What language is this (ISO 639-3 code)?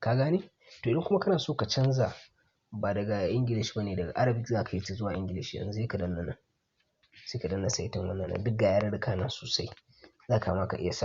hau